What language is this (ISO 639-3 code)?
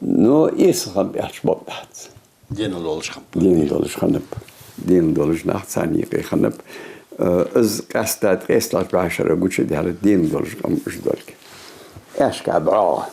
inh